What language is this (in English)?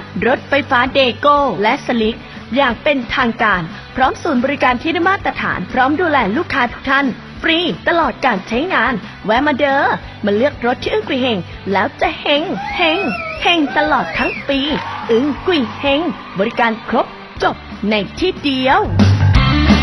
Thai